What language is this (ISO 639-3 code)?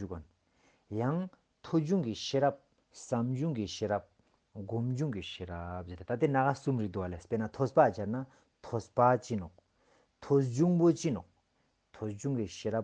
lbj